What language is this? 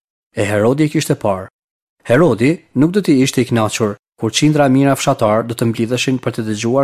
Albanian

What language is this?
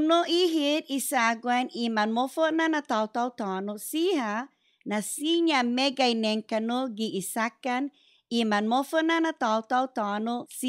Chamorro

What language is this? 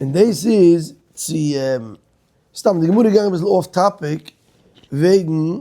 Yiddish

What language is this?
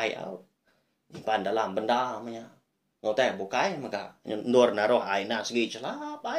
Iban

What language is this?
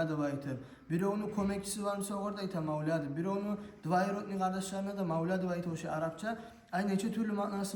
Kumyk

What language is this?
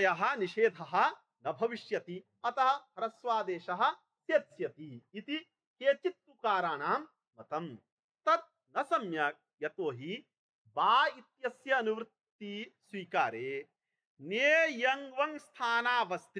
Sanskrit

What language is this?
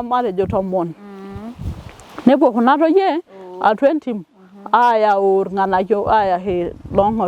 Masai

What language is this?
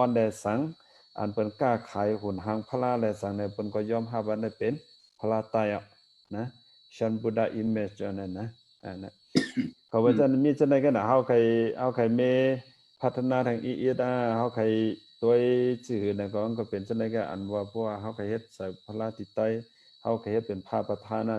Shan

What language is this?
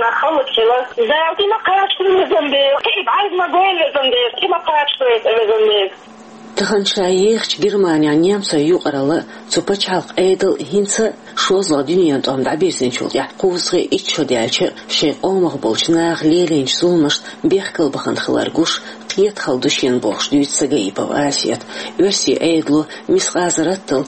Chechen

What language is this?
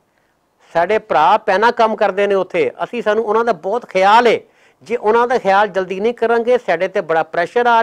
Western Panjabi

